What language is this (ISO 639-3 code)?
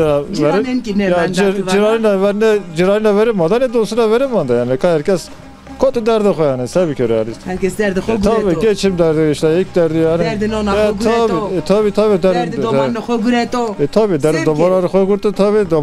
zza